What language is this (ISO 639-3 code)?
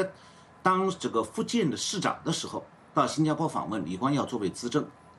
zho